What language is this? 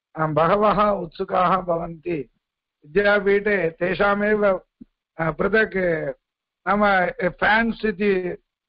Sanskrit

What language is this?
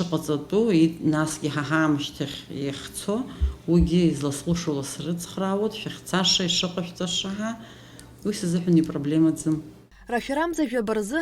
Abkhazian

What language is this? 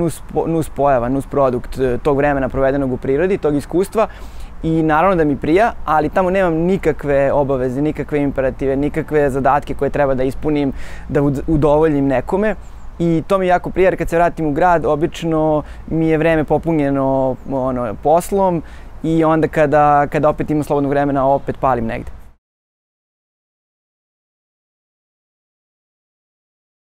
Serbian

